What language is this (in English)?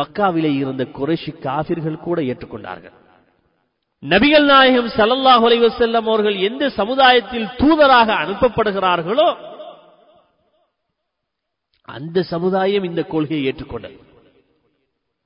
Tamil